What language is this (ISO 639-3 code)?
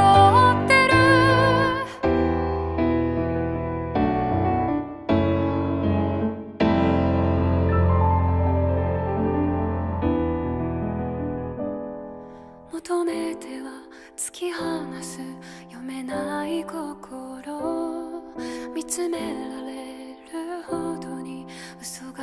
jpn